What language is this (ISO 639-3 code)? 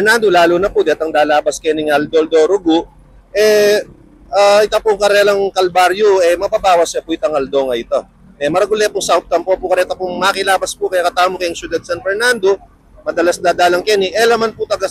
pam